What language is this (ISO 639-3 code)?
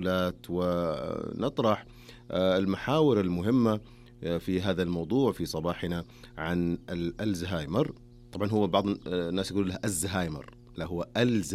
ara